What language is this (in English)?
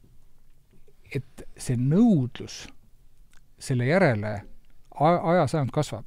Estonian